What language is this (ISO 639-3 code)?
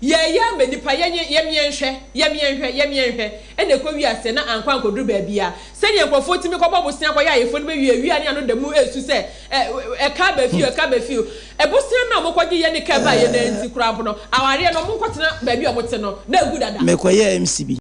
aka